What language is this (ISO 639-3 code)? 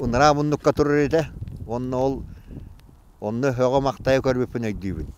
sah